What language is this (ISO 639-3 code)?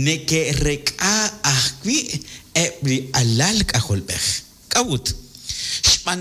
kek